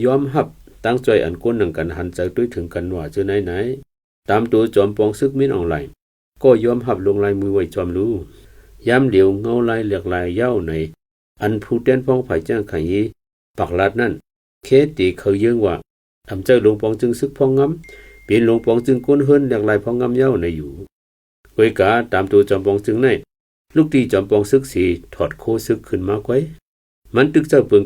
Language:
Shan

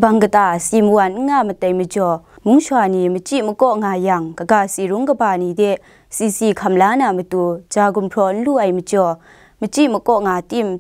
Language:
Kachin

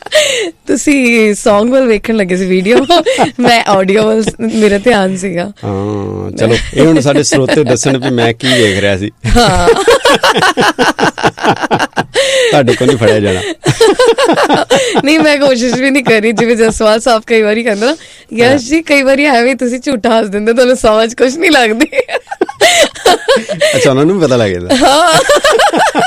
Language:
Punjabi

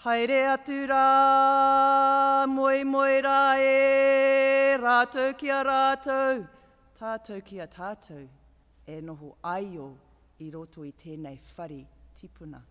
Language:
Māori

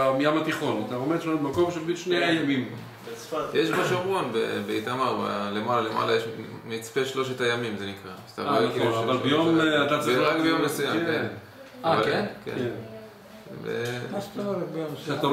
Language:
Hebrew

